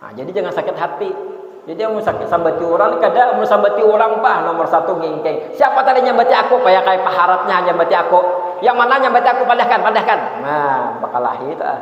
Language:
Banjar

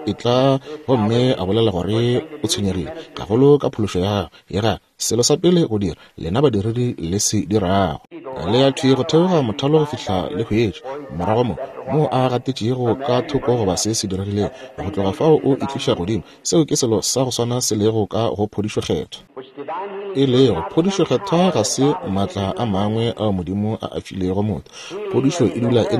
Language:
Northern Sotho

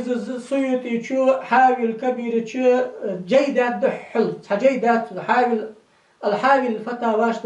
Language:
Ingush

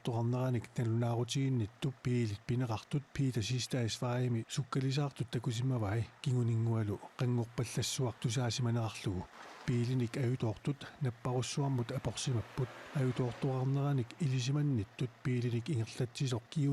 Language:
Kalaallisut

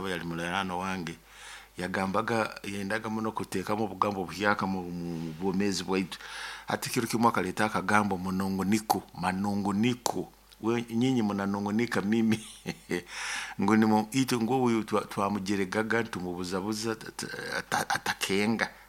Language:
Nyoro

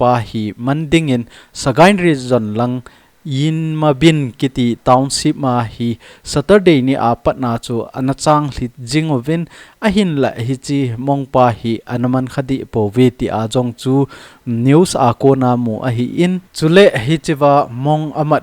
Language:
Thado Chin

